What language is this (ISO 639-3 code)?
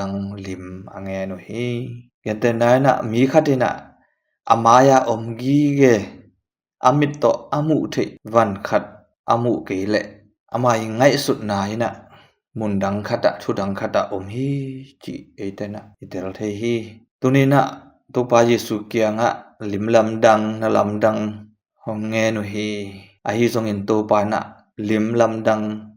ctd